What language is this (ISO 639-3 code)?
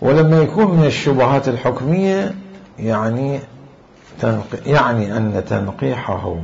acm